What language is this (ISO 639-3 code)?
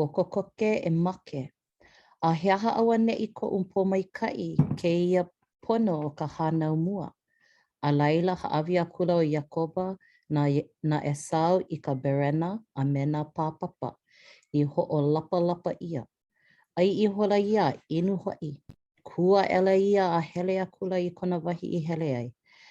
haw